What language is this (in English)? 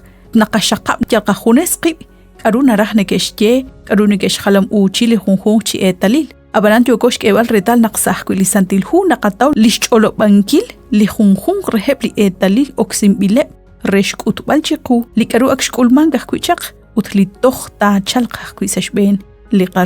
Kekchí